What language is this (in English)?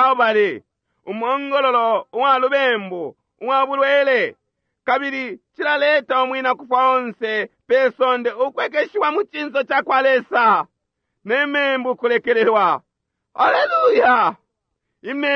Bemba